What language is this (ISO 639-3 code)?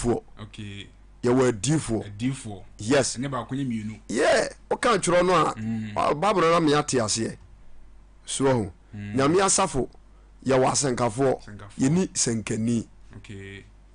aka